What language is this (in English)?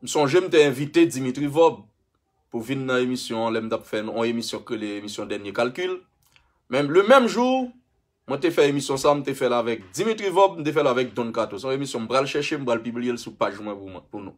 Haitian Creole